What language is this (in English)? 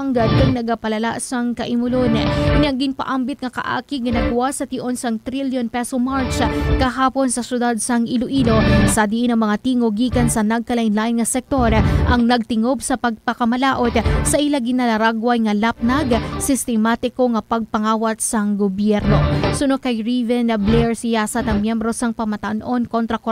Hiligaynon